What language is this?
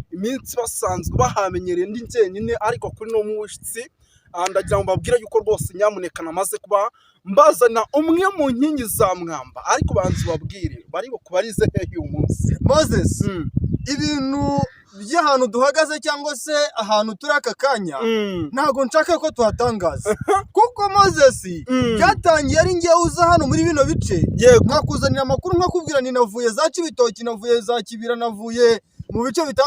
Kinyarwanda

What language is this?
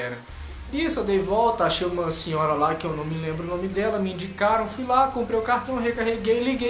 Portuguese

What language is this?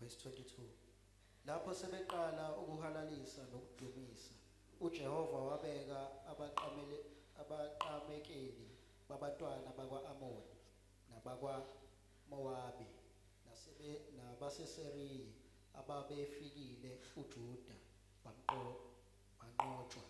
Zulu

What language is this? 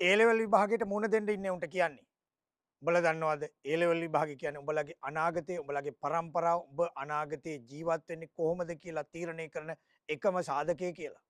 Sinhala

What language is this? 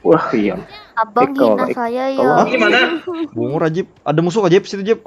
Banjar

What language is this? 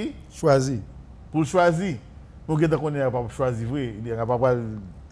Haitian Creole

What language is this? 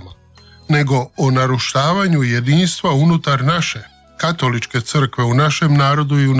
Croatian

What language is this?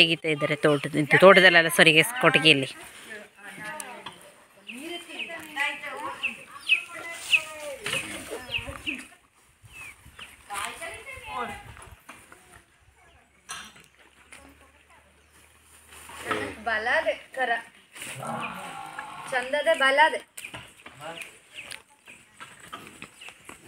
Kannada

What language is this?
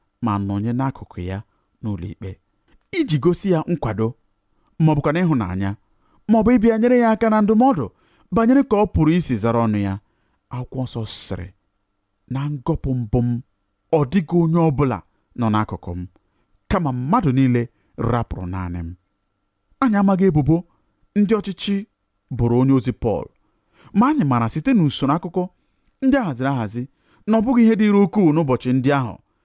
Igbo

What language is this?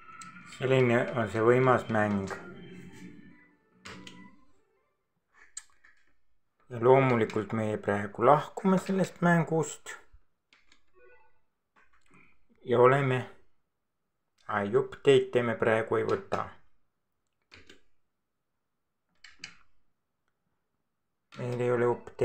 Estonian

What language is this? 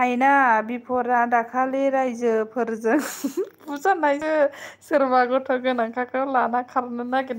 Bodo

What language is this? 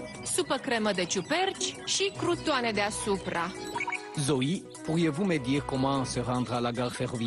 Romanian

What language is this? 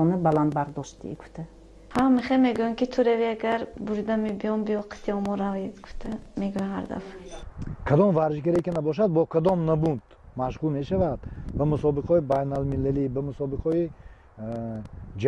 Tajik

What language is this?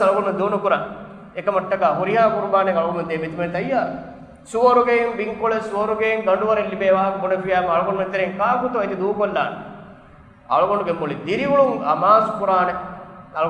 Divehi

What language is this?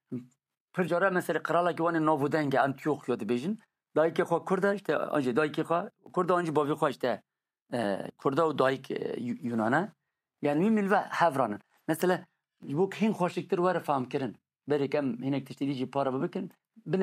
Kurdish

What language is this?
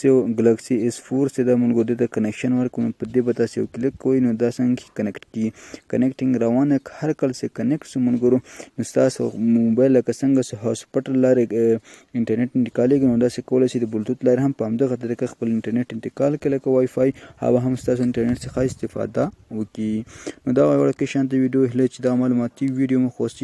Pashto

